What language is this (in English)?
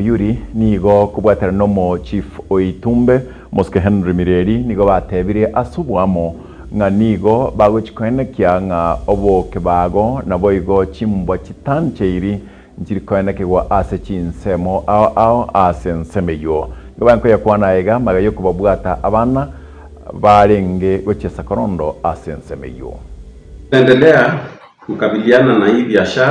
Gusii